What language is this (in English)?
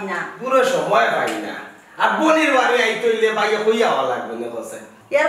Sylheti